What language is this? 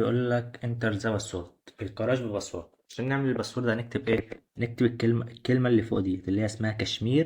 Egyptian Arabic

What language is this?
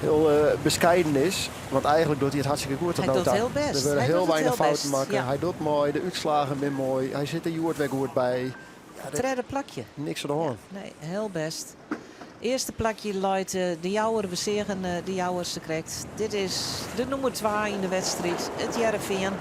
Western Frisian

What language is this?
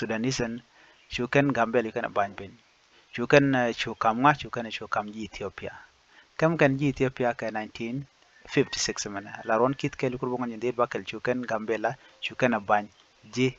Nuer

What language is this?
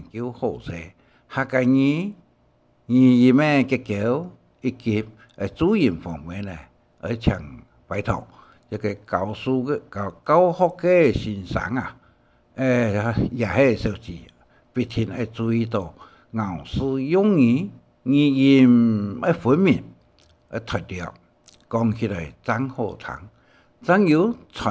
Hakka Chinese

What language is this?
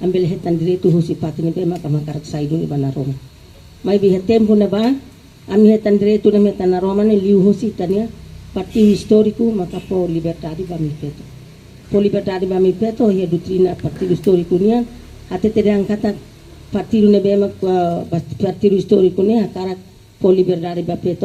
Tetum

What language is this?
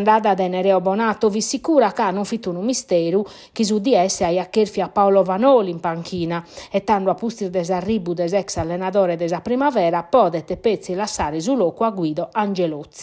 Sardinian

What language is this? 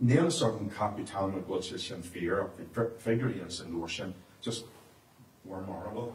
Irish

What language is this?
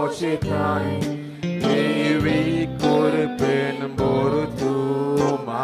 Konkani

